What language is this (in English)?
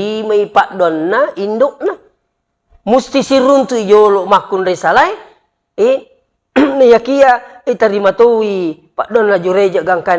Buginese